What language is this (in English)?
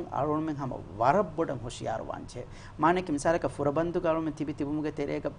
Divehi